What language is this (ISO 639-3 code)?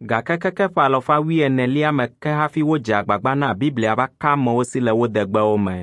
ewe